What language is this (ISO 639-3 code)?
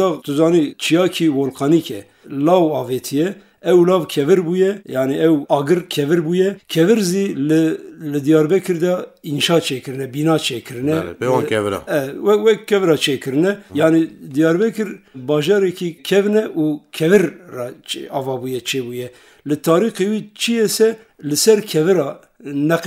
kur